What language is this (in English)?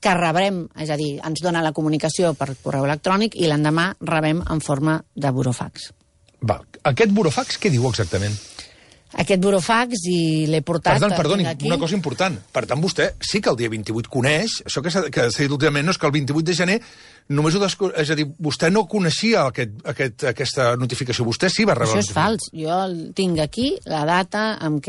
Catalan